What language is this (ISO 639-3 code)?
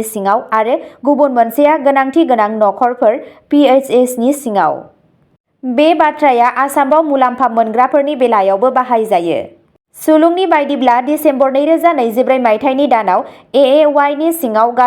brx